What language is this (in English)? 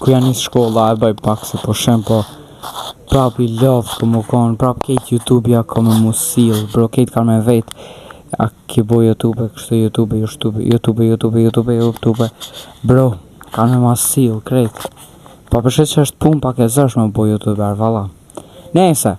Albanian